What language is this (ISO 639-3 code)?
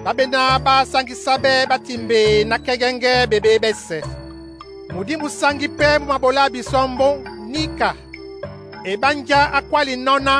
dua